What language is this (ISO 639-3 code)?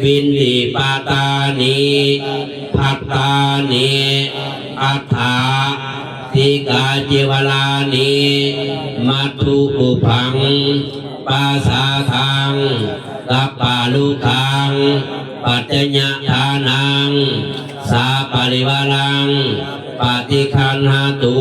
pli